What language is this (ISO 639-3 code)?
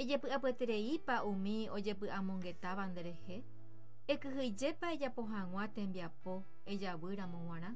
grn